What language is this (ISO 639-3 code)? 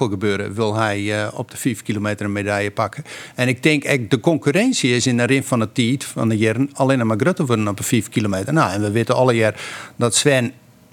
fry